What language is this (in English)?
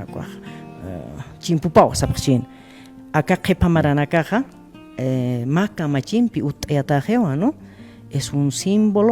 Aymara